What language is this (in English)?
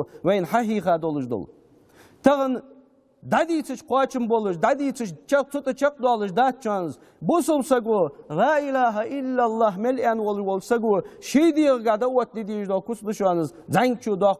Ingush